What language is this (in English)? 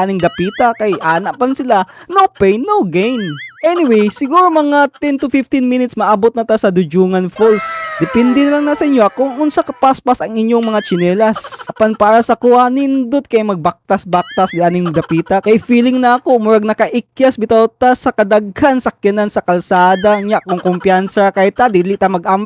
Cebuano